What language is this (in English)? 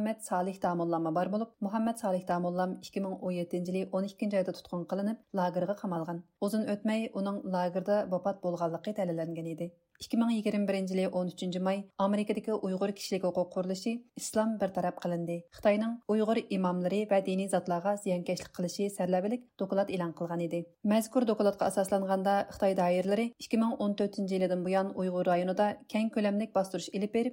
Uyghur